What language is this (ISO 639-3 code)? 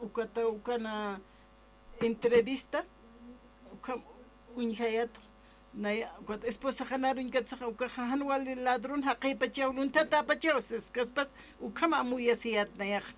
aym